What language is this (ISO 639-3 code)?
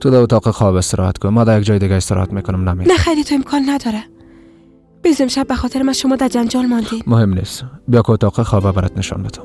fas